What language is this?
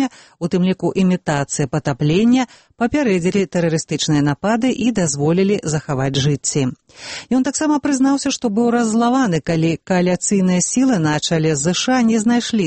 Belarusian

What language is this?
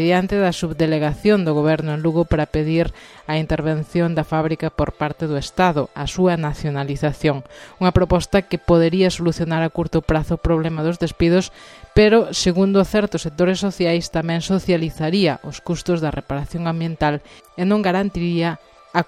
Galician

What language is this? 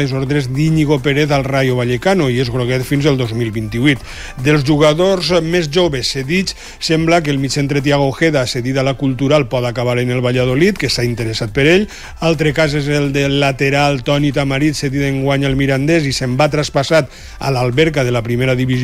Catalan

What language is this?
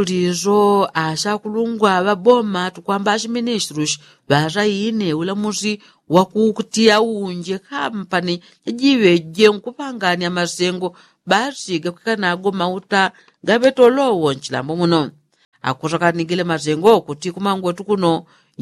Yao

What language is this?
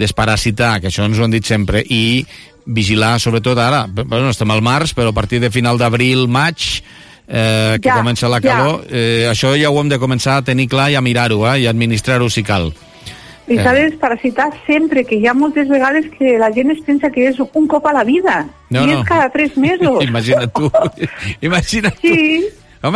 Catalan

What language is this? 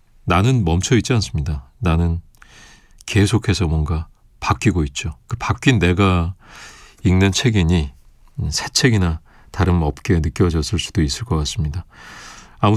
Korean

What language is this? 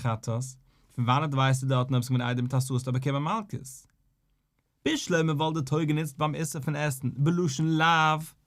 Yiddish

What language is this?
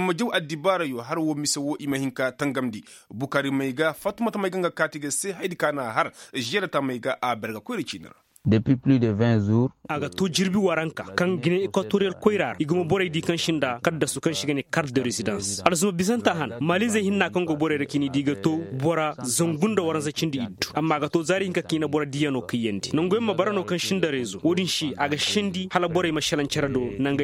Koyraboro Senni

